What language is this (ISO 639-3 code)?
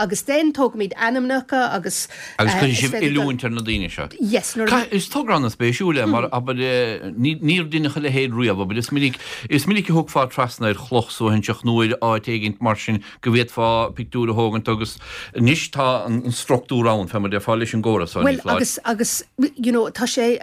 gle